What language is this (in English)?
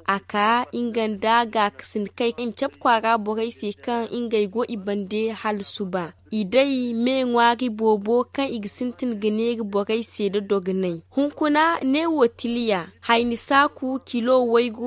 Zarma